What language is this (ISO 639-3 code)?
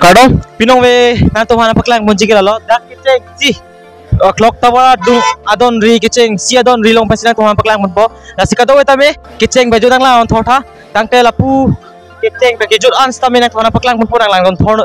mjw